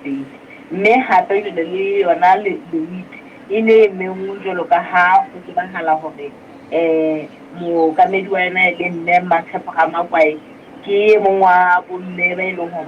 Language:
Southern Sotho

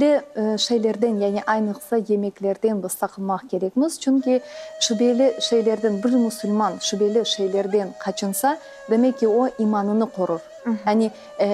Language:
Crimean Tatar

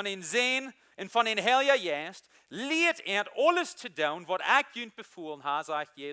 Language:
Plautdietsch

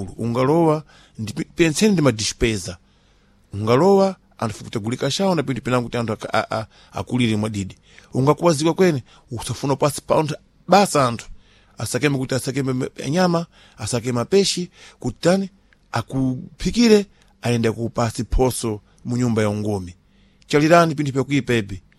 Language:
Sena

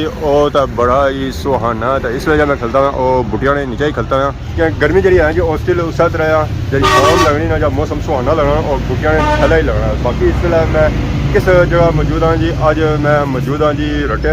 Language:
Pahari-Potwari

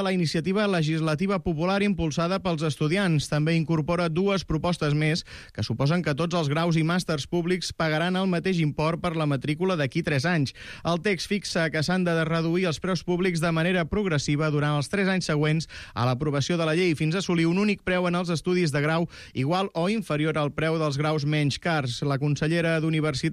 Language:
Catalan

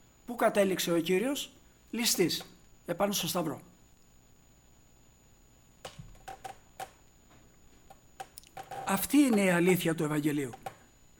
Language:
Greek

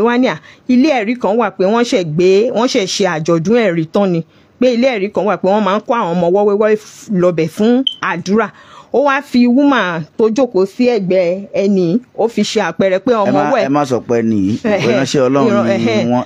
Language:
Yoruba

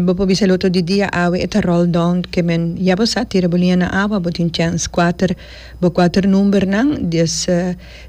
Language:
Papiamento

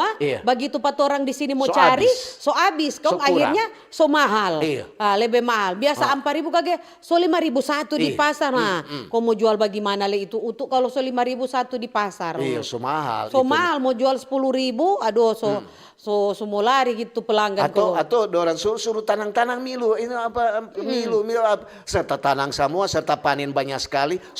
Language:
Manado Malay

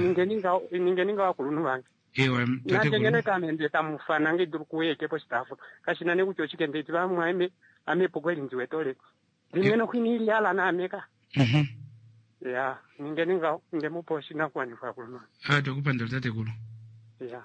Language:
Kuanyama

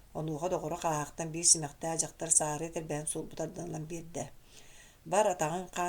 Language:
Yakut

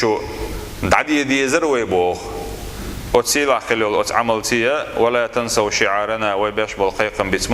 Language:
Chechen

